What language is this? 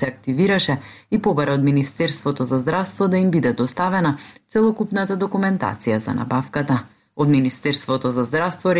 Macedonian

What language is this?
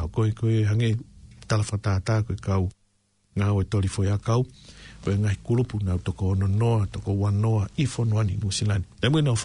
Tongan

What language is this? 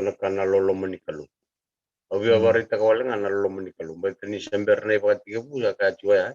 Fijian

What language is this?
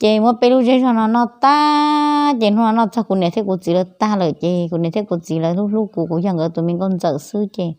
Hmong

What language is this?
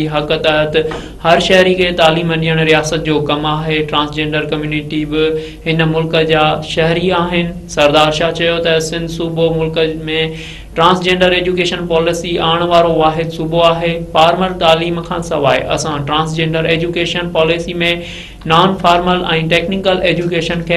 Sindhi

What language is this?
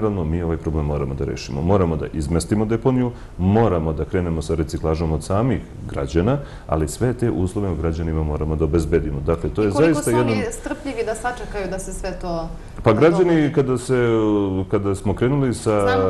Serbian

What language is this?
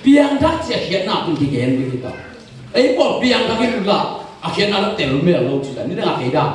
Tedim Chin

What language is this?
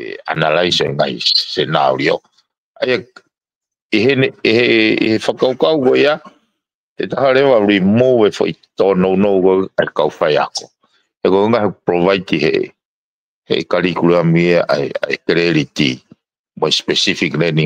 Tongan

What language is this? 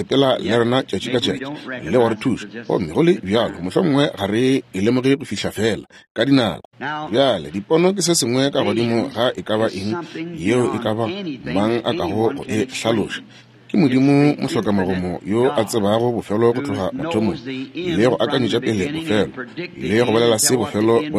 Northern Sotho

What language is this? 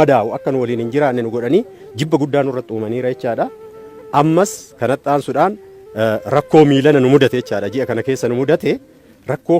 Oromo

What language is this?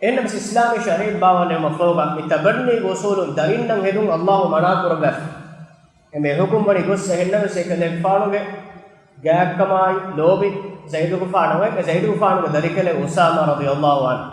Divehi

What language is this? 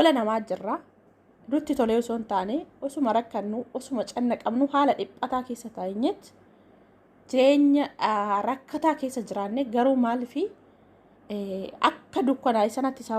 Oromo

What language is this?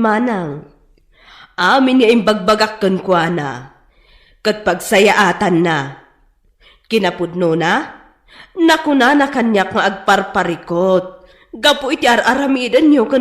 Iloko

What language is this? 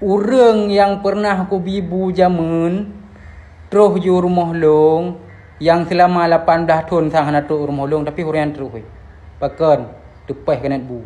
Achinese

